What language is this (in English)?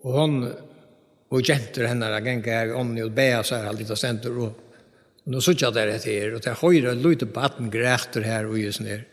Faroese